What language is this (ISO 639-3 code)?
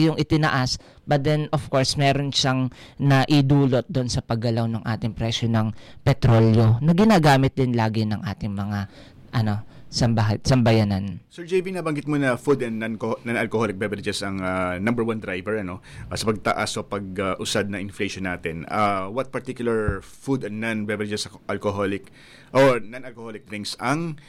fil